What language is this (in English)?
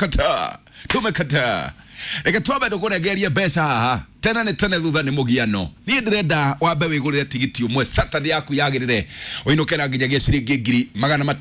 Kikuyu